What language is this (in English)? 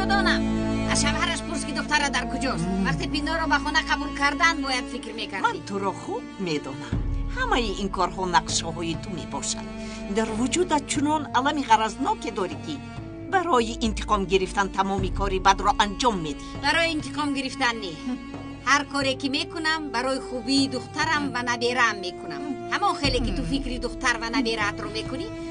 Tajik